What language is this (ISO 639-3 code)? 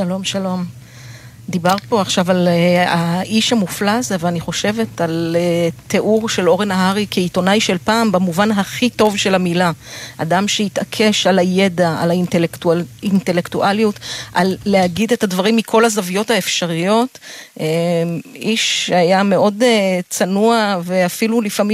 heb